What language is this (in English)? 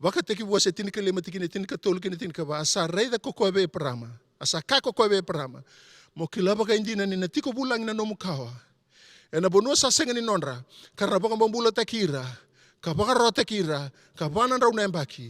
Fijian